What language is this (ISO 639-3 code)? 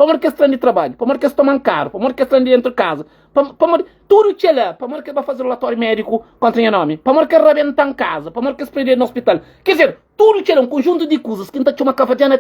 kea